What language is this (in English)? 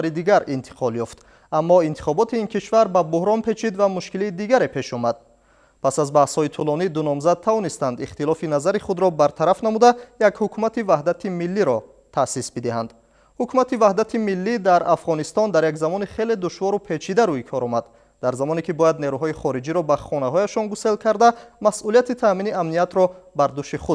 Tajik